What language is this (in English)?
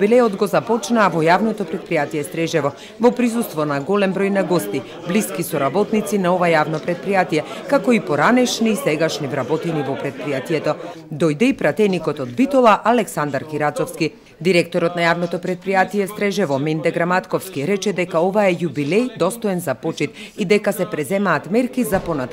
Macedonian